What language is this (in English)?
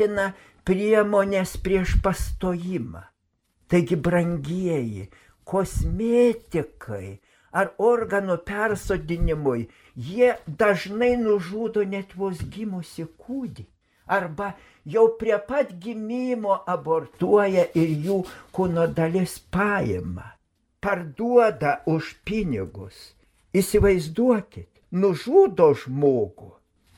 Lithuanian